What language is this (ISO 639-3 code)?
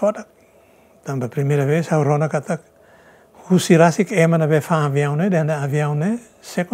tet